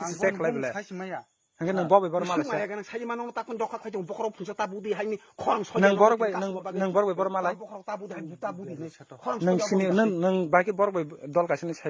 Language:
Kok Borok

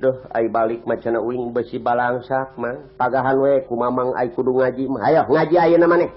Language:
Sundanese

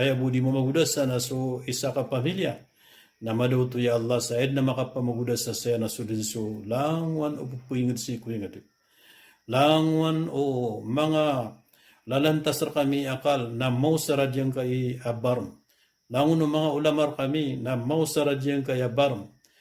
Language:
Maranao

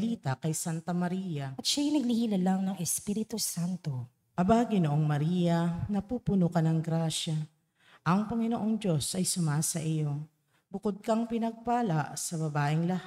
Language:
Filipino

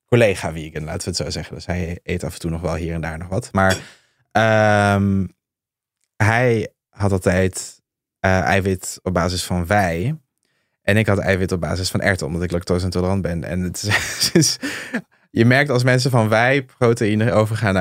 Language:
Dutch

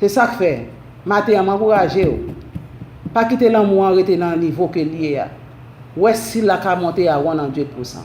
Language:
Haitian Creole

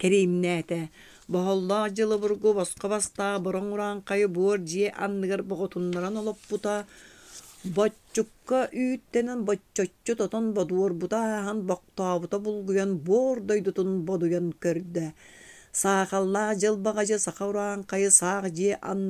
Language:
Yakut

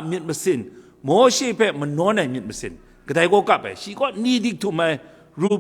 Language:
Kachin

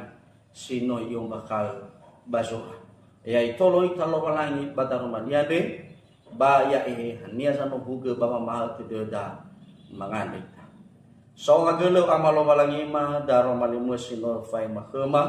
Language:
Nias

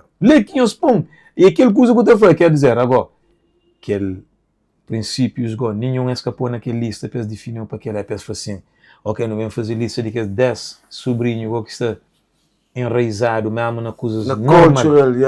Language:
Kabuverdianu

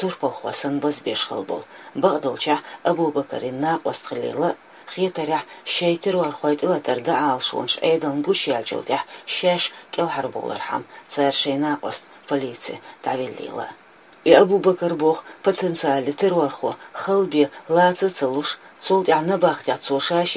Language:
Chechen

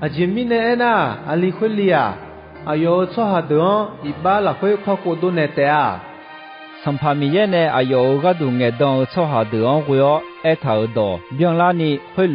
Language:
Akha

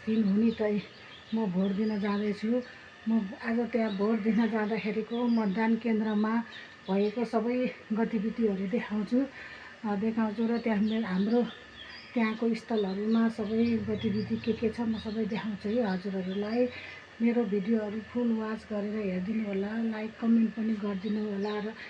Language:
Nepali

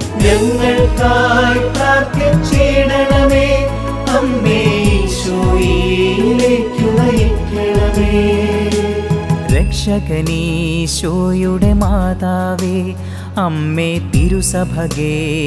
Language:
Malayalam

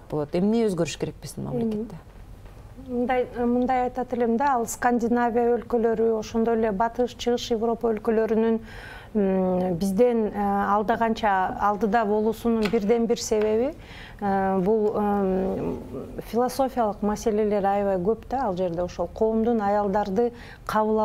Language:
Kyrgyz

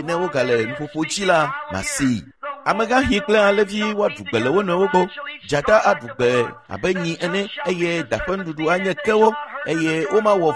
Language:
Ewe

